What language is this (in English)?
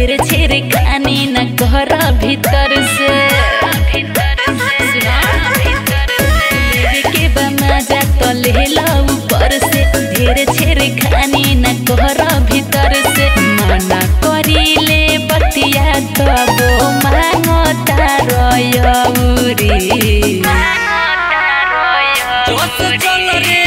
Bhojpuri